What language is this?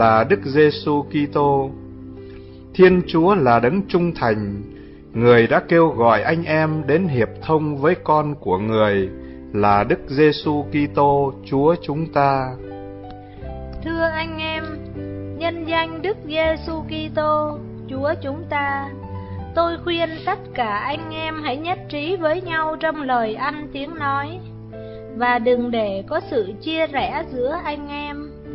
Vietnamese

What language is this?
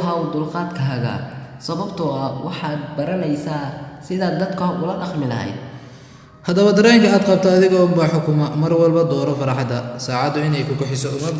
Somali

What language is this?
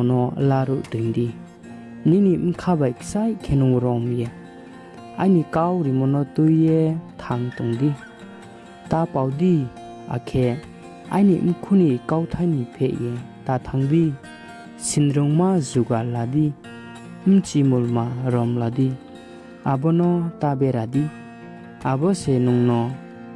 Riang (India)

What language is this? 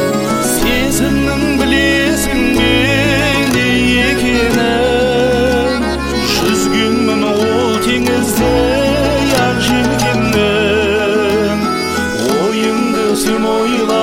Kazakh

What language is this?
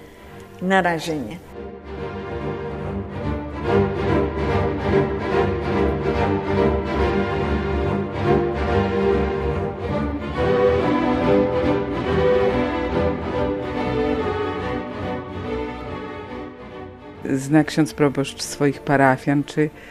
Polish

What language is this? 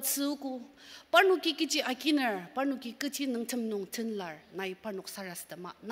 Ao Naga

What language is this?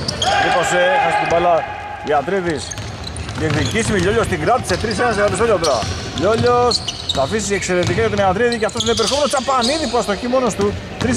Greek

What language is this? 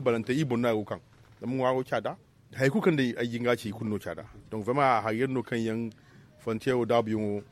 Zarma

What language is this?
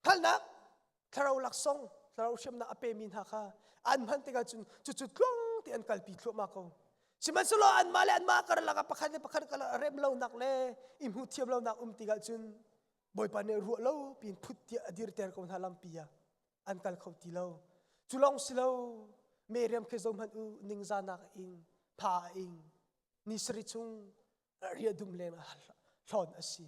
Hakha Chin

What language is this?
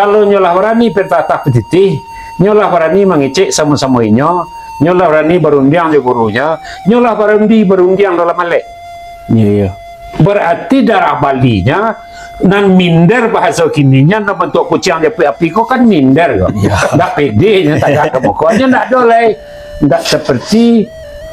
Minangkabau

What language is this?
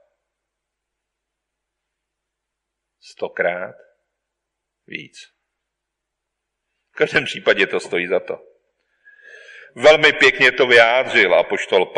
Czech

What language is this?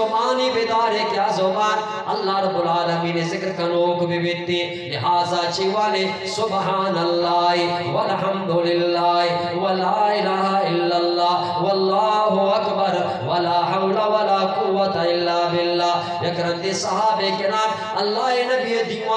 Eastern Balochi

